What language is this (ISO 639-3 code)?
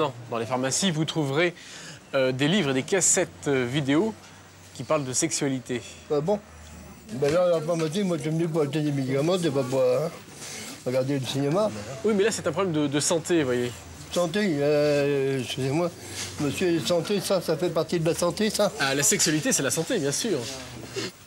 fra